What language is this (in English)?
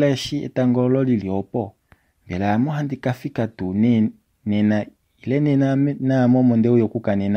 Kuanyama